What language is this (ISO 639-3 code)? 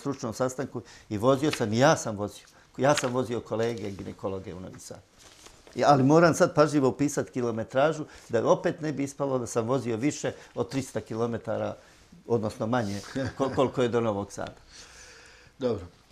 srp